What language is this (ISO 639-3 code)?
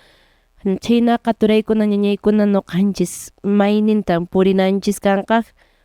que